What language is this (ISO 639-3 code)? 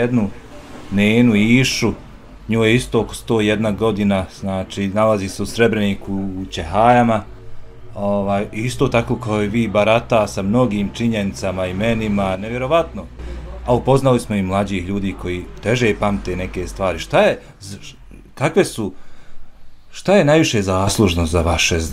bos